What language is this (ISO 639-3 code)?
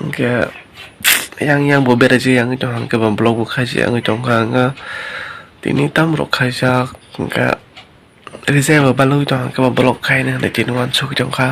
trp